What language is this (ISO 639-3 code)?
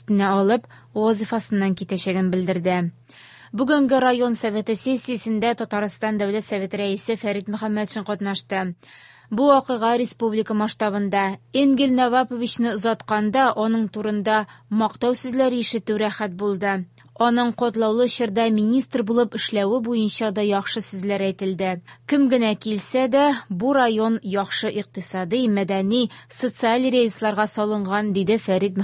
tat